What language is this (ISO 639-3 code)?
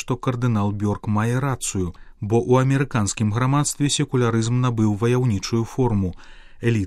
bel